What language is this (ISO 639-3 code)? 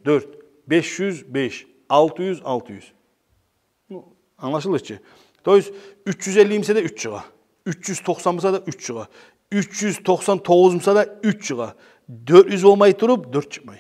kum